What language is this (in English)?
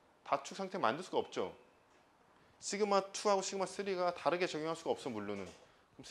Korean